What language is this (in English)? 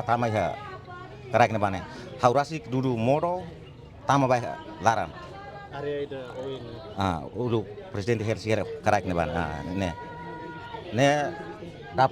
Tetum